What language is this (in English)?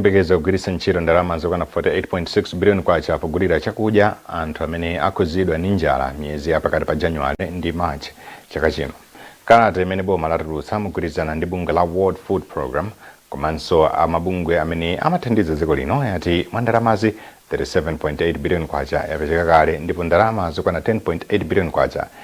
Nyanja